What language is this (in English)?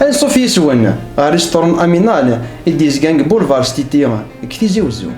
Kabyle